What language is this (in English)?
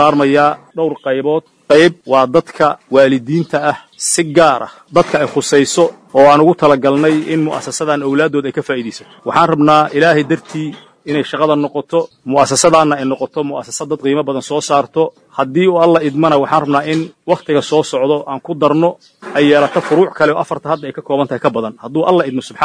Somali